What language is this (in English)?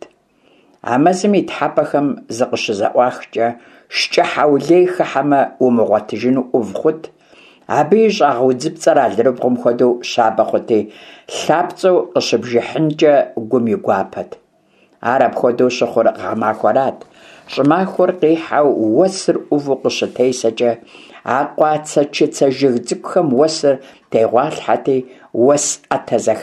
Kabardian